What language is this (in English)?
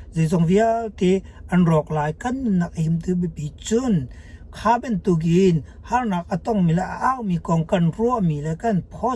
Hakha Chin